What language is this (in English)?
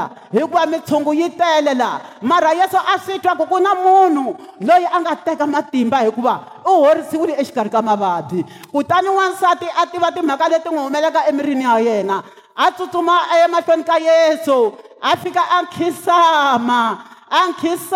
Tsonga